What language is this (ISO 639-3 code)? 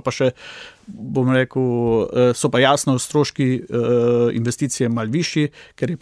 slv